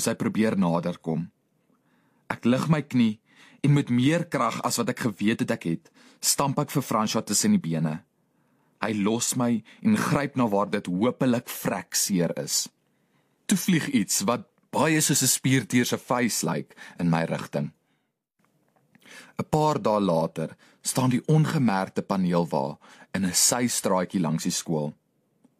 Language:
Afrikaans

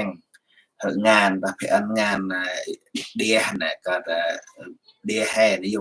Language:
Central Mnong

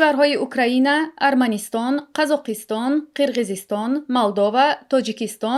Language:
Tajik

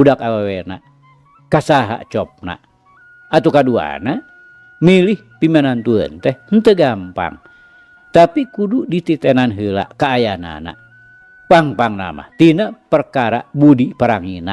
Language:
Sundanese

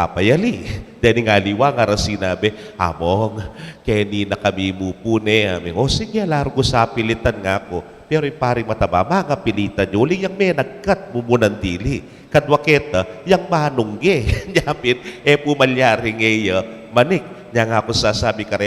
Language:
Pampanga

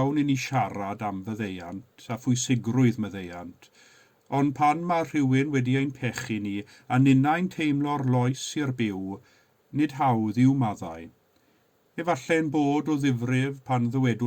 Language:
Welsh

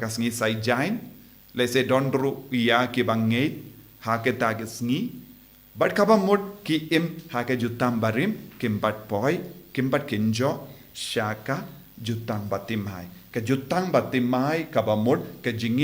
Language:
Khasi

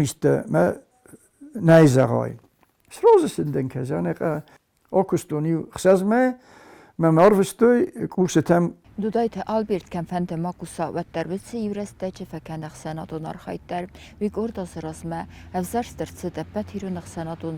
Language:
Ossetic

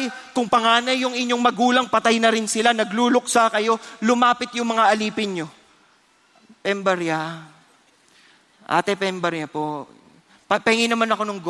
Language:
Filipino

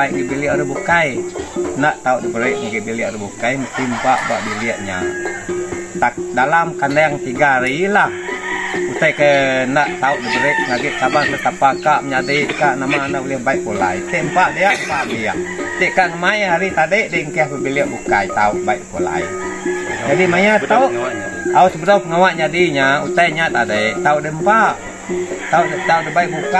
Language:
Iban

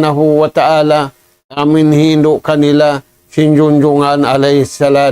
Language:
Tausug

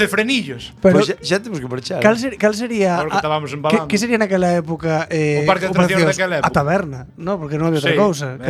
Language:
Galician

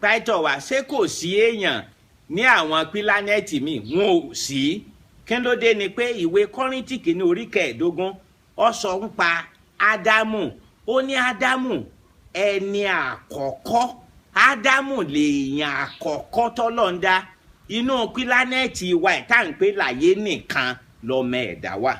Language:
Yoruba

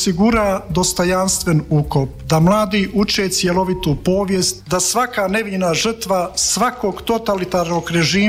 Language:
Croatian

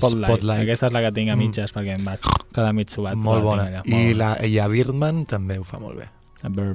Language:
Catalan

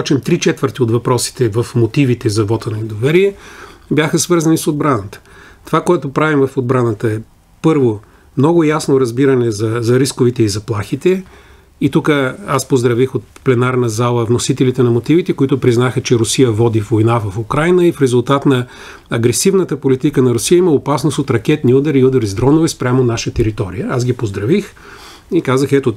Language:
Bulgarian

